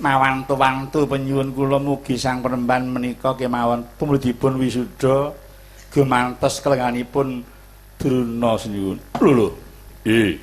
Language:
Javanese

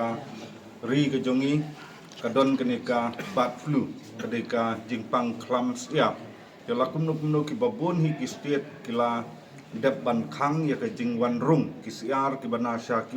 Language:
Khasi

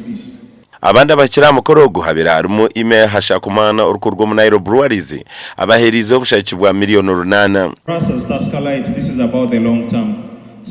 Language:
Nyankole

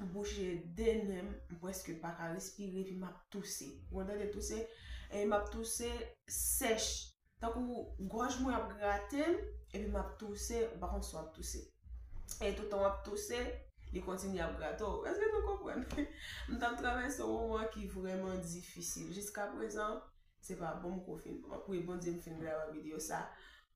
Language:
Haitian Creole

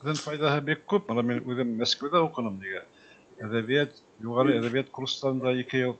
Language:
Bashkir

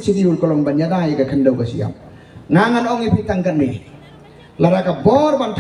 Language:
Khasi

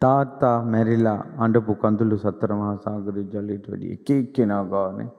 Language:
Sinhala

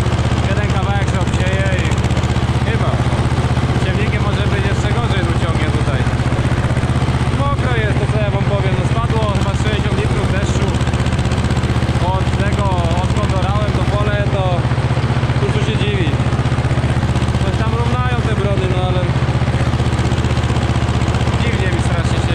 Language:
Polish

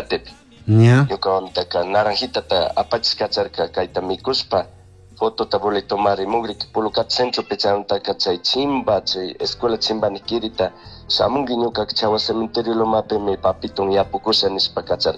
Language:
Chimborazo Highland Quichua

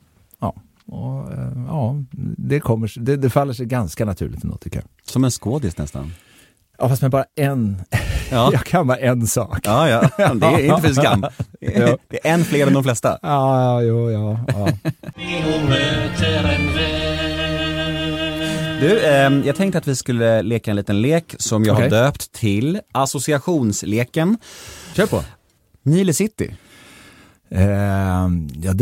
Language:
Swedish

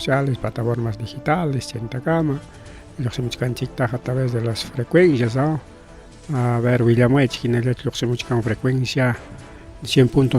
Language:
Ayacucho Quechua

